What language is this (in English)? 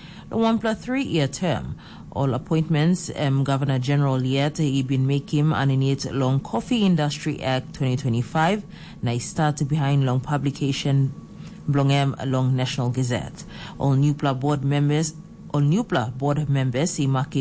Tok Pisin